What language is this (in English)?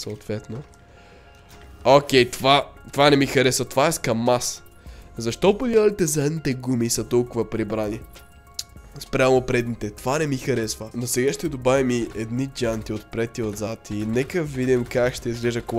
Bulgarian